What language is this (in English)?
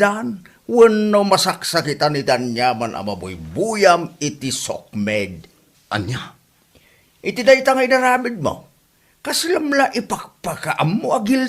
Iloko